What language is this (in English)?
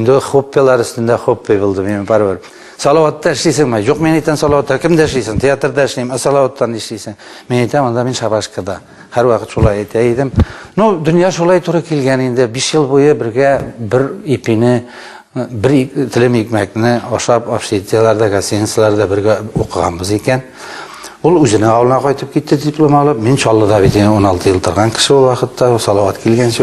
Tatar